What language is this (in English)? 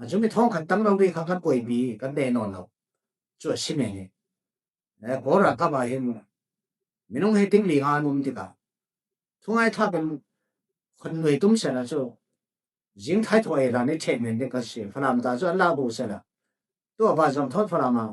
Falam Chin